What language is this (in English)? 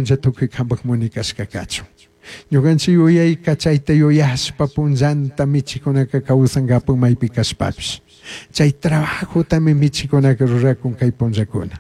Chimborazo Highland Quichua